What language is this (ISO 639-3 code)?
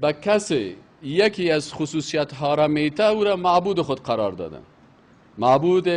fas